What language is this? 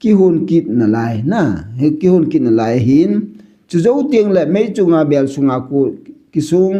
Thado Chin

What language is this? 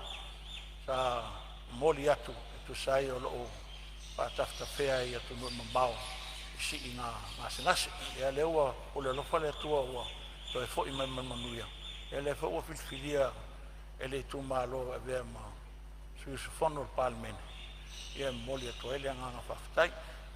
Samoan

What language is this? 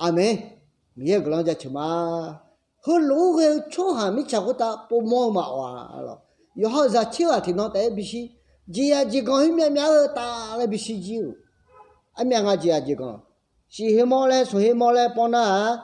Akha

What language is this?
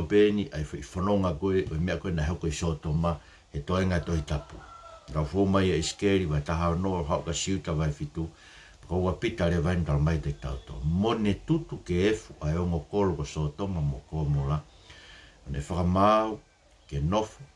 Tongan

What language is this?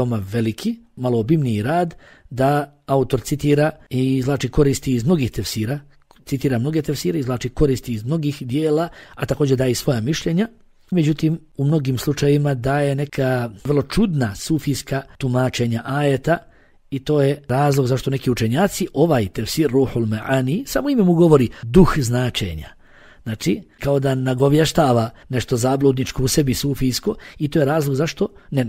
Bosnian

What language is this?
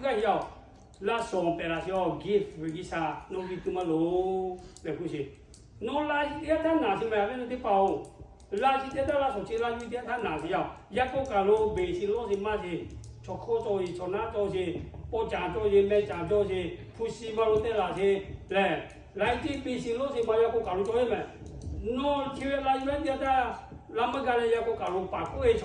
Lahu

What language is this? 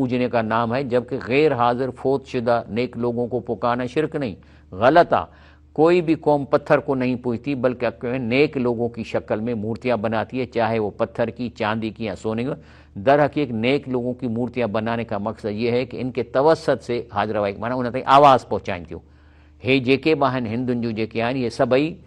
Sindhi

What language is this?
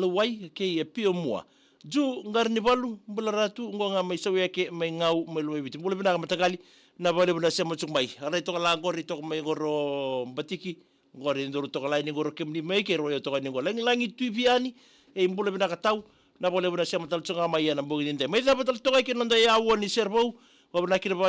Fijian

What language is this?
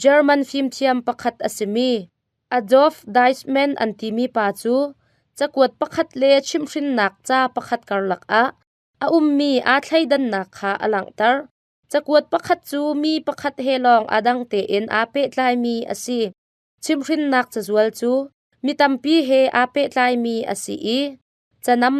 Hakha Chin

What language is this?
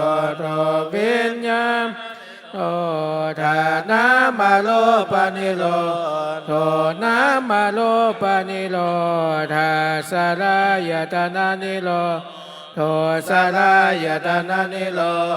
Pali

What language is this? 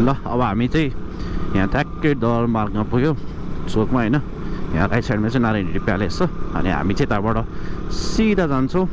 Nepali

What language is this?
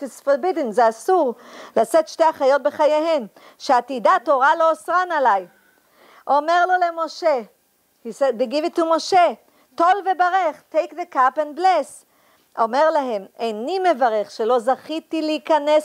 Hebrew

